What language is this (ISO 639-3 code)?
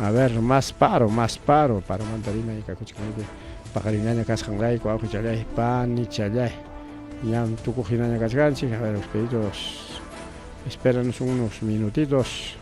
quy